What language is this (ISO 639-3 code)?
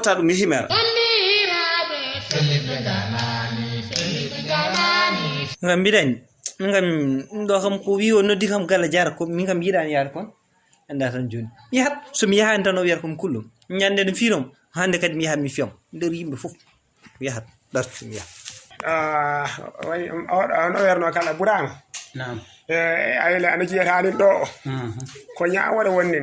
ful